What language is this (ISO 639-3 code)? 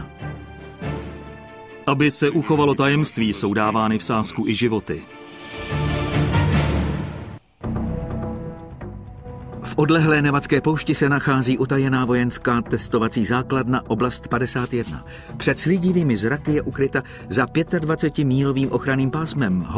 ces